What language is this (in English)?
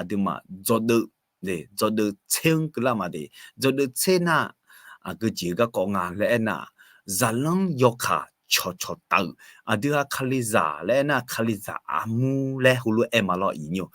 Akha